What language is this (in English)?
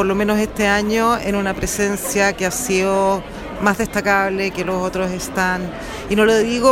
Spanish